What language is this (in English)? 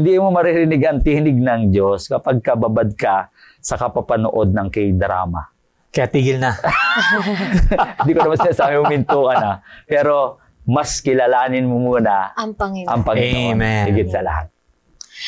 Filipino